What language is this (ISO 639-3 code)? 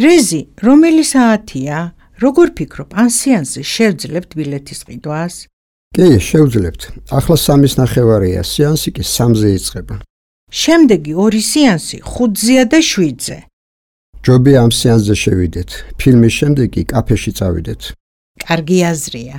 kat